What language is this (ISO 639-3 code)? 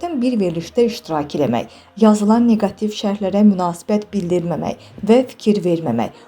aze